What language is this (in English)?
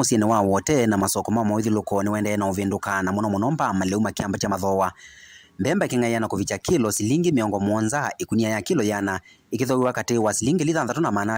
Kamba